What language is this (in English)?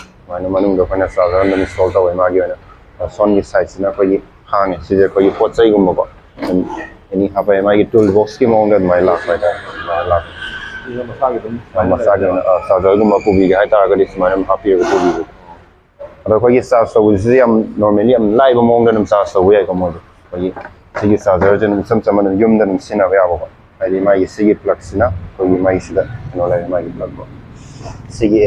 Manipuri